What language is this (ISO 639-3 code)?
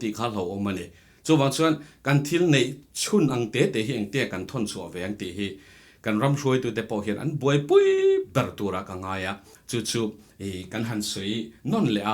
lus